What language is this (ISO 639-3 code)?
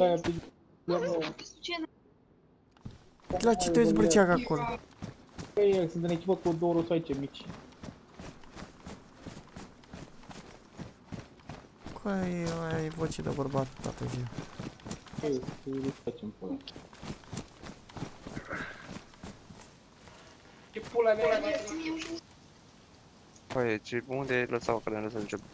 ron